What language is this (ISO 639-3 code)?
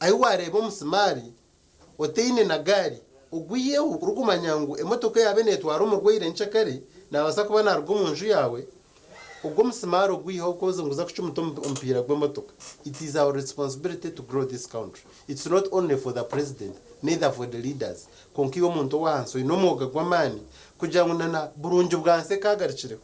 nyn